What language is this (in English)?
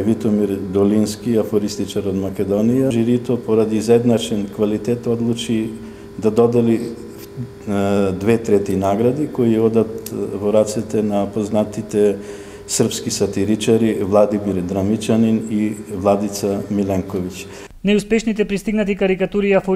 Macedonian